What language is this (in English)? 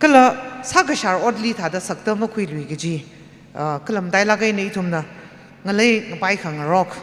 Tangkhul Naga (India)